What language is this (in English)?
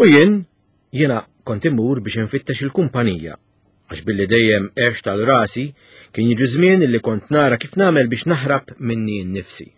Maltese